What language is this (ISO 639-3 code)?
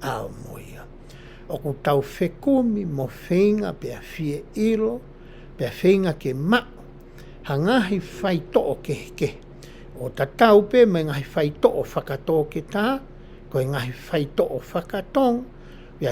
ton